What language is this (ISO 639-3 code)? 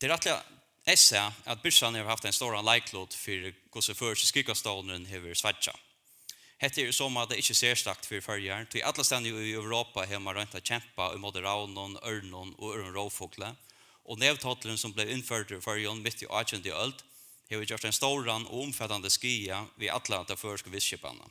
fao